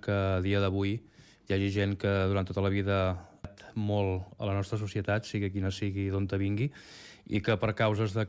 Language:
Catalan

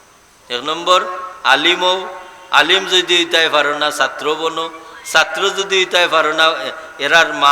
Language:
Sylheti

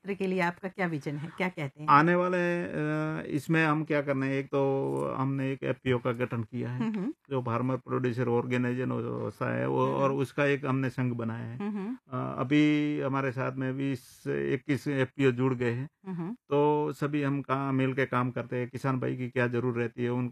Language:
Hindi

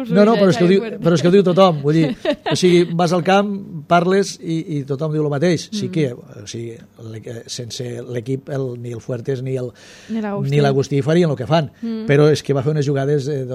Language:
Catalan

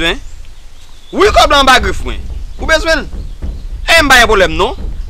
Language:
Haitian Creole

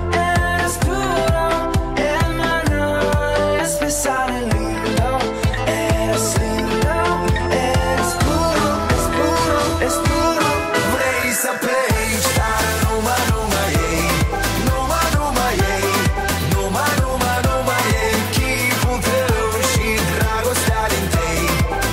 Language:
Romanian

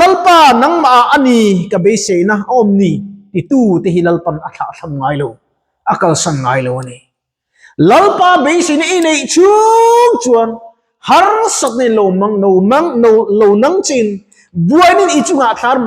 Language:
Mizo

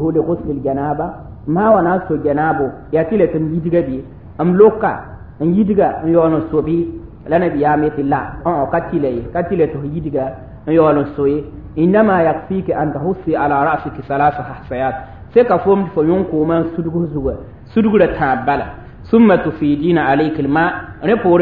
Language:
Mossi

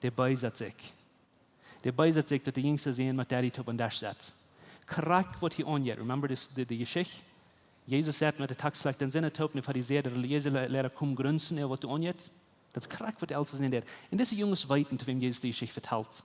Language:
Plautdietsch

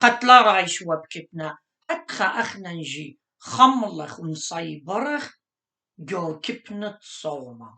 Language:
Assyrian Neo-Aramaic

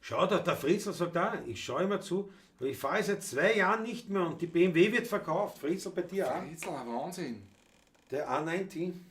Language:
Bavarian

